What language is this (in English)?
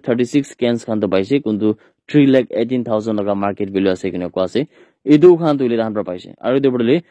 Naga Pidgin